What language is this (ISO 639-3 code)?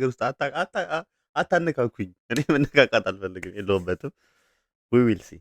amh